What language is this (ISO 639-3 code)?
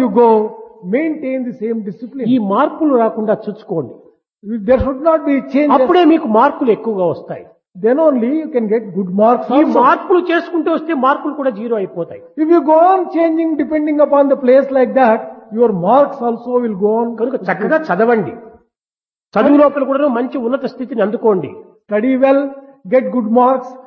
tel